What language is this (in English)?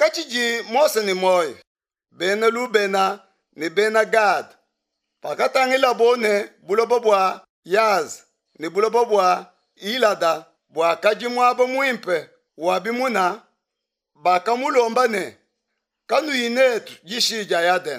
Luba-Lulua